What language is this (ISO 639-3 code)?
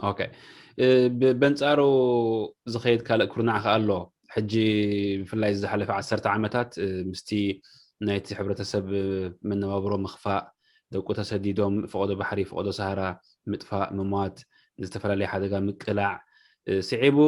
tir